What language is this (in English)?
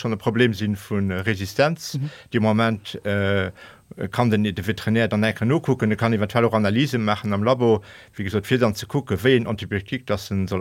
Luxembourgish